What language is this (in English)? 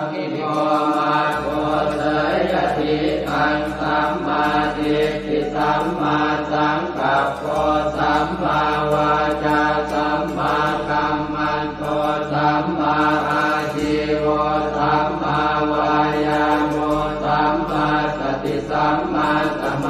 Pali